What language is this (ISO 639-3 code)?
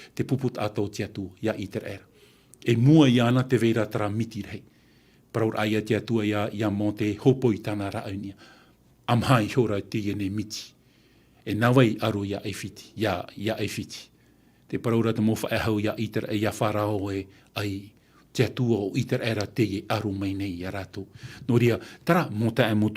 tah